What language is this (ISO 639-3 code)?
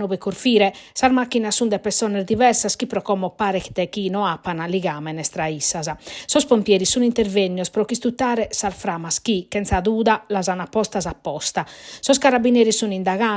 srd